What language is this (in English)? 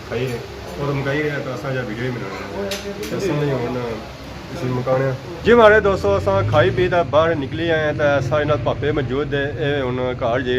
Pahari-Potwari